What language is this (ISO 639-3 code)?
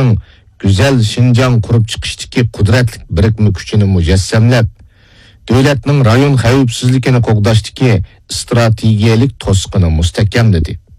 uig